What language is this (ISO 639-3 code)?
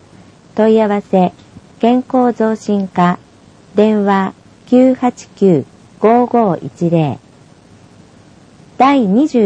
jpn